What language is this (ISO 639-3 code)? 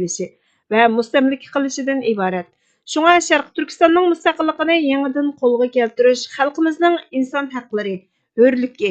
uig